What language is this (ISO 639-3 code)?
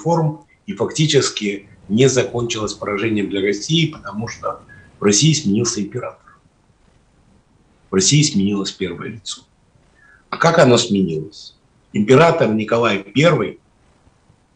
rus